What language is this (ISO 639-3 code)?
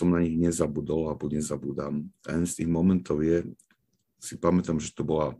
slk